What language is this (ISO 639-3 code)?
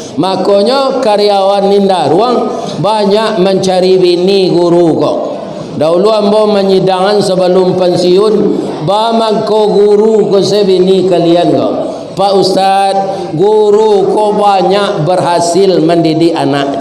min